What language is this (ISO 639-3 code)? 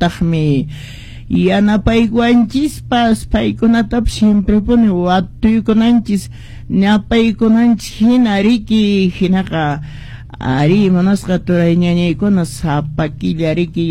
que